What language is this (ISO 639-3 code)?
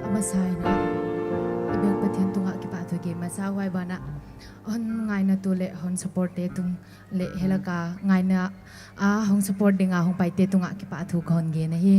pck